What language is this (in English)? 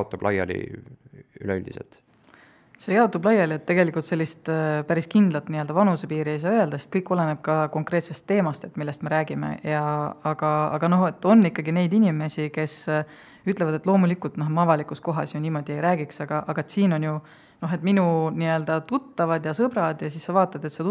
Estonian